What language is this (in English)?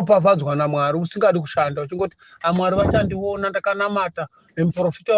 Shona